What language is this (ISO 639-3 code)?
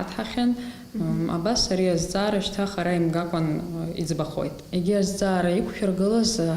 abk